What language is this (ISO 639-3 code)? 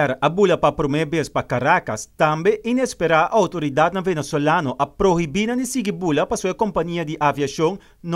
pap